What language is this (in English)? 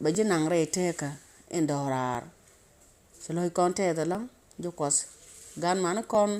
Nuer